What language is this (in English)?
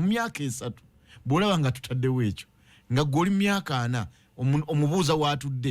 Ganda